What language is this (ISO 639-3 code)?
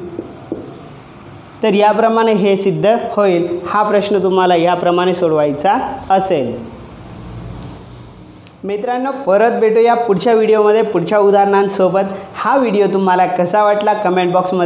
mar